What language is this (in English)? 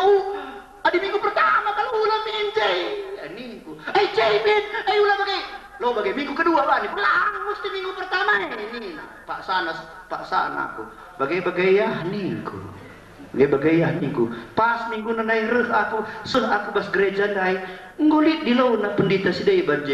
Batak Karo